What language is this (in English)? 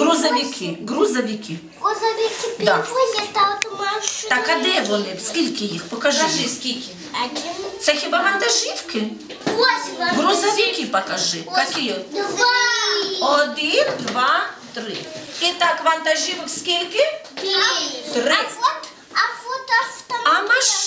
Ukrainian